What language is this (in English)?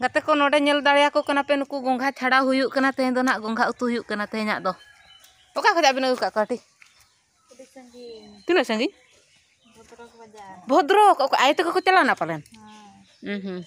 Santali